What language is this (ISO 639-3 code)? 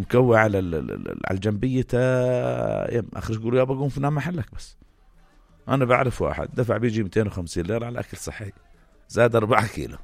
apc